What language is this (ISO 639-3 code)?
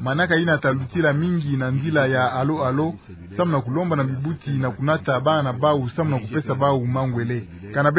ktu